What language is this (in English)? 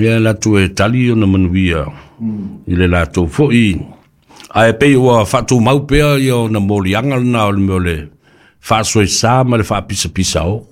Samoan